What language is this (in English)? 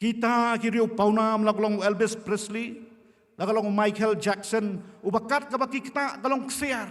Khasi